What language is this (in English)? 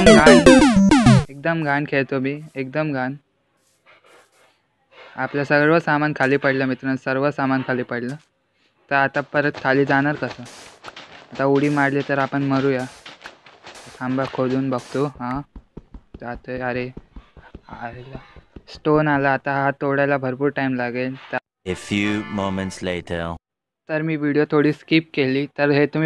Marathi